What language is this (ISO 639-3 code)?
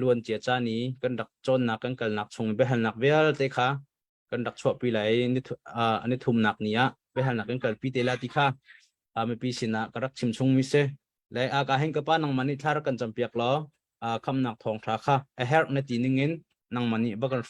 cnh